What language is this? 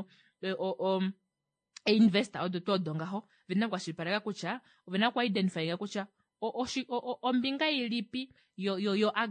Kuanyama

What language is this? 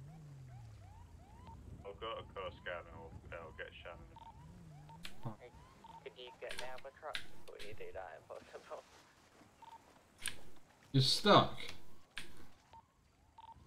English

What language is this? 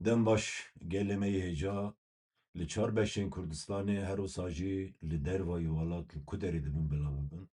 Kurdish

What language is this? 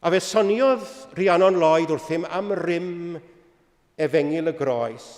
Welsh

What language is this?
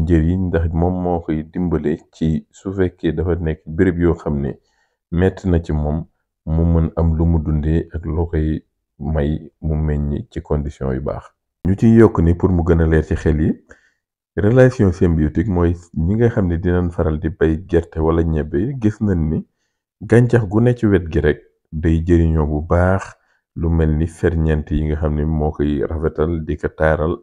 Wolof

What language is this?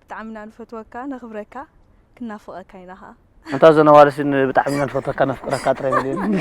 Tigrinya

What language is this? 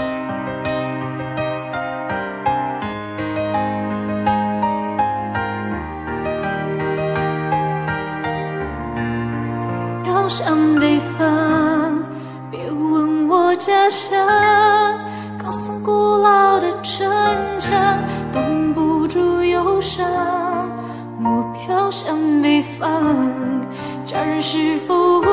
Chinese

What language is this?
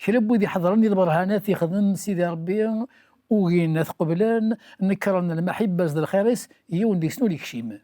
Kabyle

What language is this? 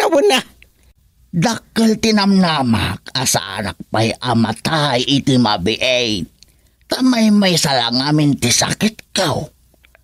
Iloko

